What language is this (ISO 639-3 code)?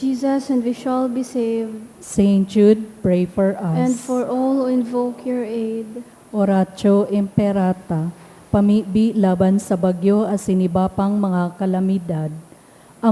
bik